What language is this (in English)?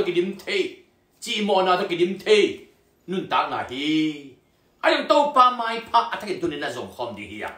Tedim Chin